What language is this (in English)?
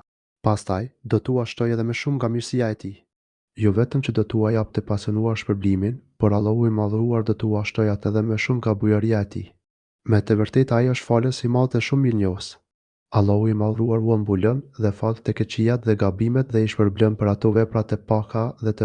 Albanian